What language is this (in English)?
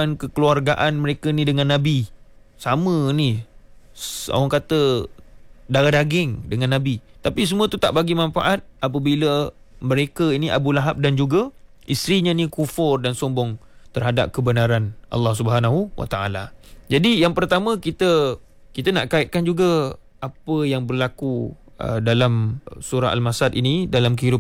Malay